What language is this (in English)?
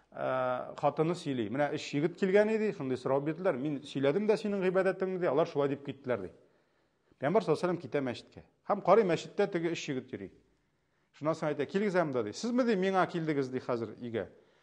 Tatar